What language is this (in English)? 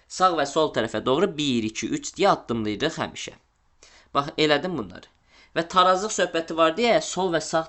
Azerbaijani